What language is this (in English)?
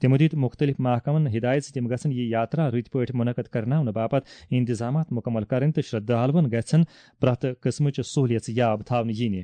Kashmiri